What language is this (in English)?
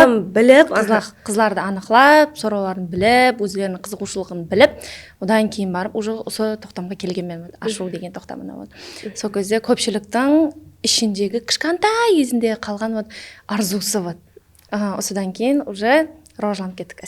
Kara-Kalpak